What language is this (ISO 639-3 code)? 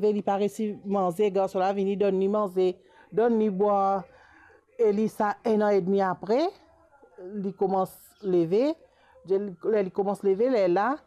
mfe